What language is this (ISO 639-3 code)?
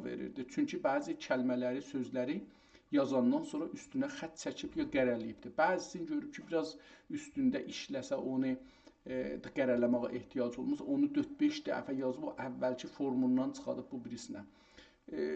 azb